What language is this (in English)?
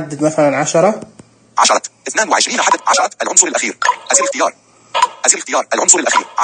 Najdi Arabic